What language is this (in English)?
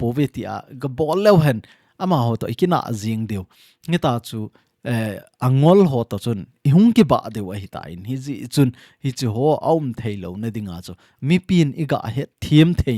Thado Chin